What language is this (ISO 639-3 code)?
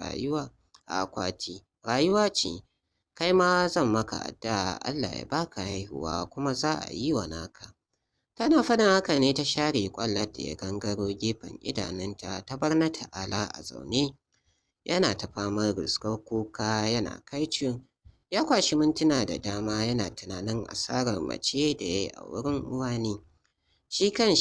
hau